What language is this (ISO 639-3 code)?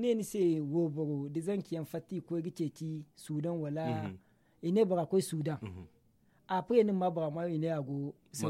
dje